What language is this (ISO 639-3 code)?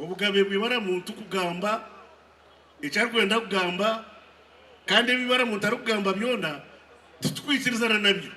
nyn